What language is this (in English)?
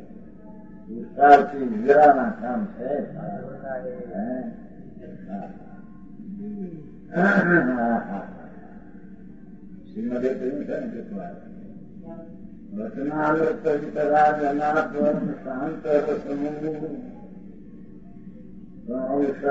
Gujarati